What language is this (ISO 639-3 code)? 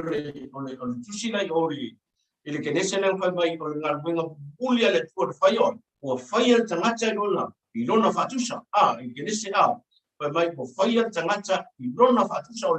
smo